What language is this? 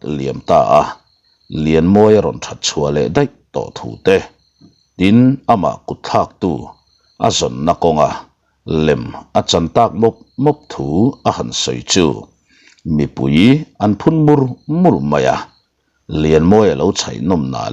Mizo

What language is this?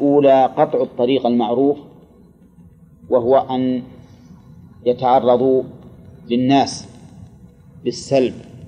Arabic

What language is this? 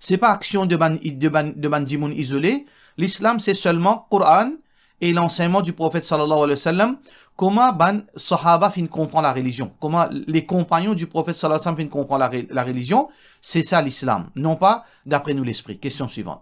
Morisyen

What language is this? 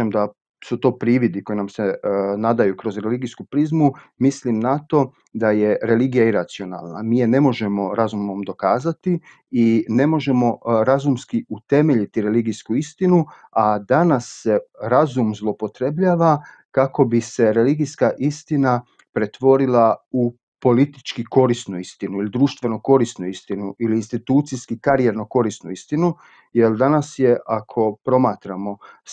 Croatian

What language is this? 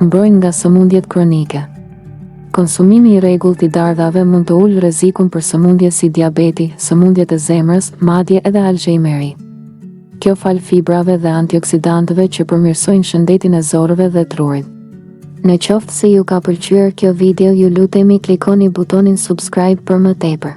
Albanian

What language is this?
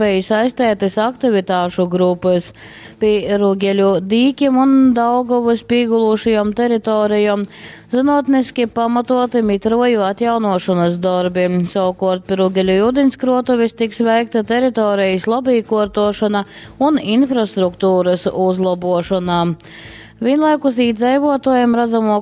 Latgalian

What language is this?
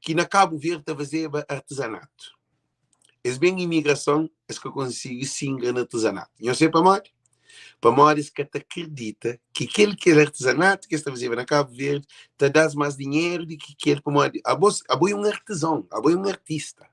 Kabuverdianu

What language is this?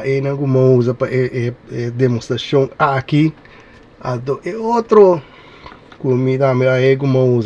Papiamento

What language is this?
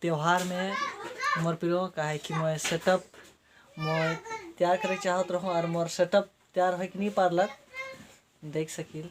Sadri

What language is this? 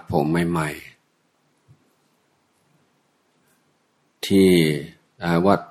Thai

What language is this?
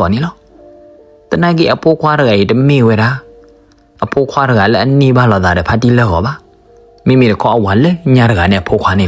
S'gaw Karen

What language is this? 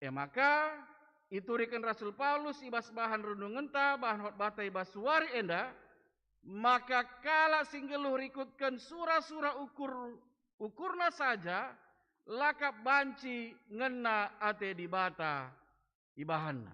Batak Karo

